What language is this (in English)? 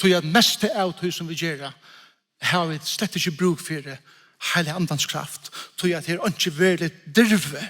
Faroese